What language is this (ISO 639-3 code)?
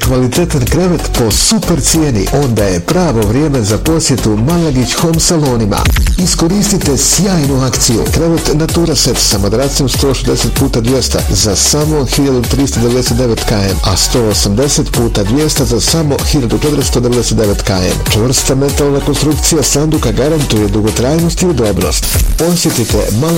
bos